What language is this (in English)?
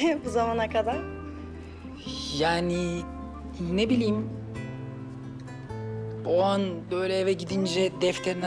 Turkish